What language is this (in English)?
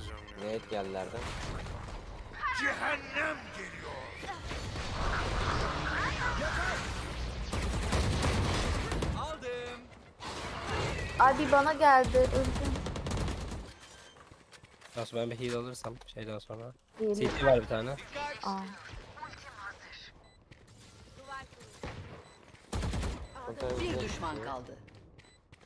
Turkish